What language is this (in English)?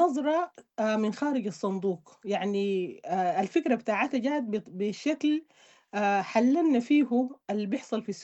Sudanese Arabic